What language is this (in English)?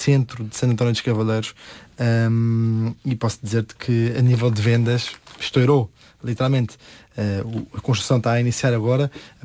Portuguese